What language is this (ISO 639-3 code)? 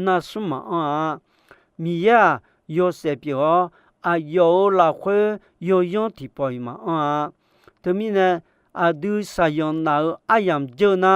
ahk